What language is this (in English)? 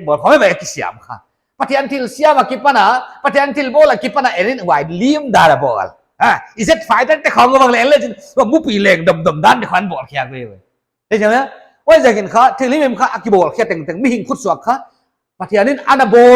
Paite Chin